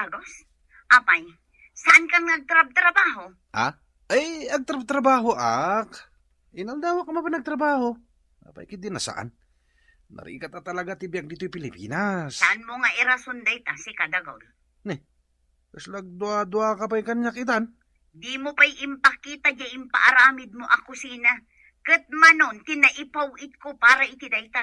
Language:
Iloko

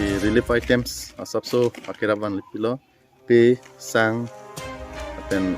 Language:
Karbi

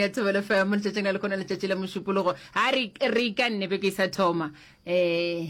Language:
Northern Sotho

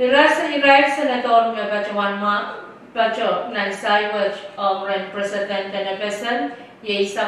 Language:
Pohnpeian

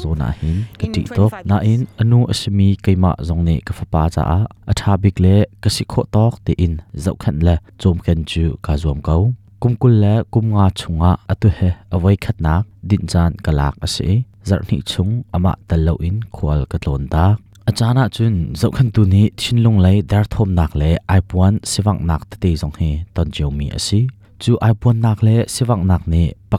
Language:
Hakha Chin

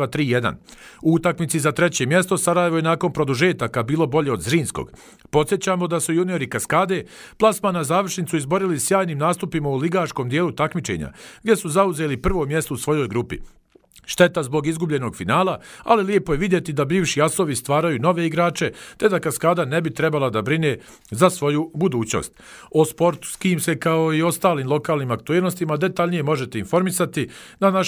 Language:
Bosnian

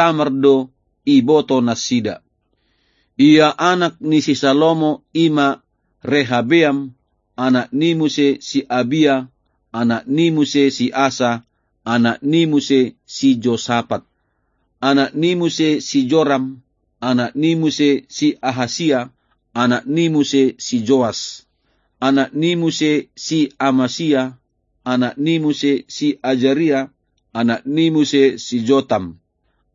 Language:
Batak Toba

